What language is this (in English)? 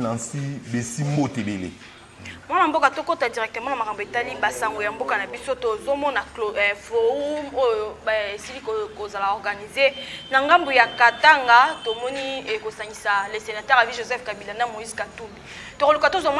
Lingala